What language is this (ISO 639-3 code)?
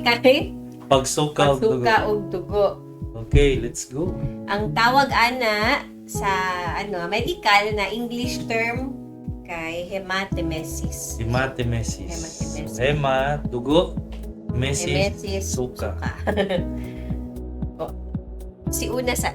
ceb